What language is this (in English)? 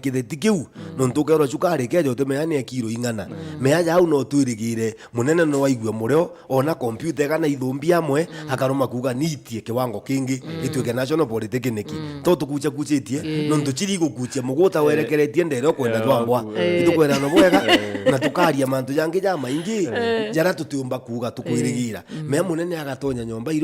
Meru